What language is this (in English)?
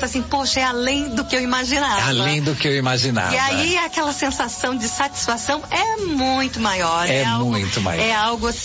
Portuguese